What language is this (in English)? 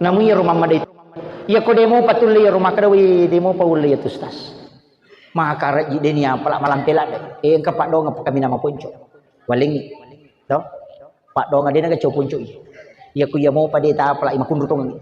Buginese